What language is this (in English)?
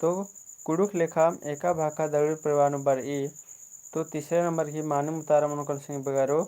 Kurukh